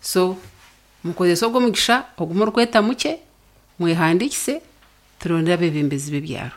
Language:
Nyankole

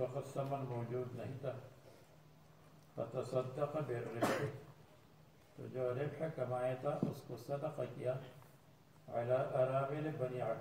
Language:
Urdu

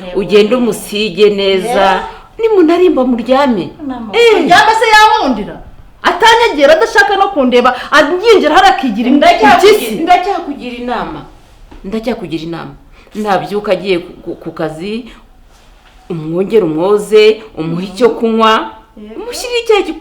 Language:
Kinyarwanda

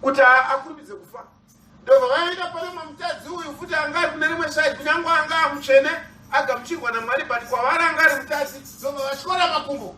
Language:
Shona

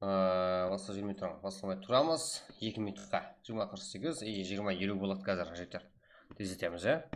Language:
Kara-Kalpak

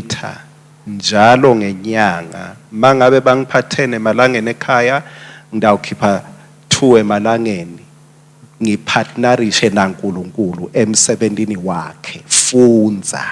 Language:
Swati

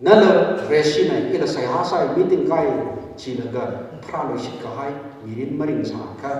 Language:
Tangkhul Naga (India)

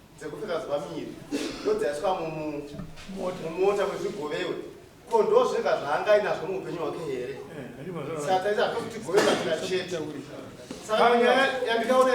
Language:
Shona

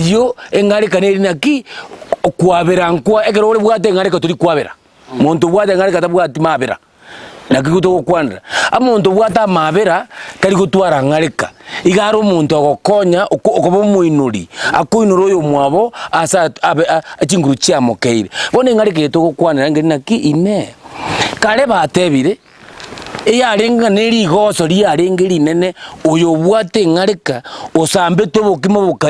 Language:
Gusii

